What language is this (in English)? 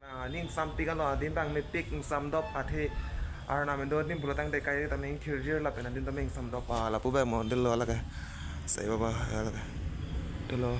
Karbi